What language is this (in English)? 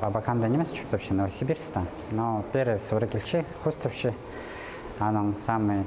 Khakas